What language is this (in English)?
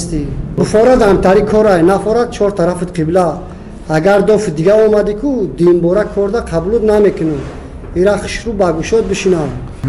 Tajik